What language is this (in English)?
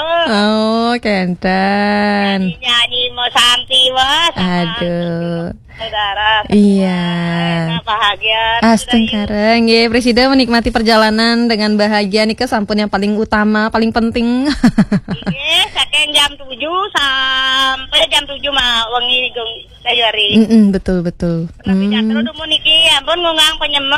Balinese